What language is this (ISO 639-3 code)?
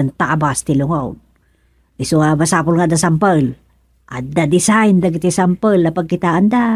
ilo